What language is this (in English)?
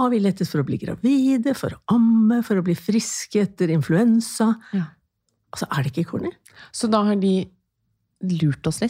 Norwegian